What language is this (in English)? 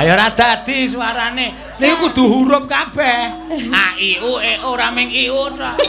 Javanese